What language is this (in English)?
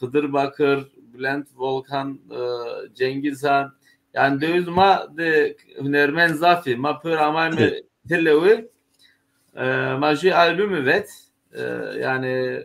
Zaza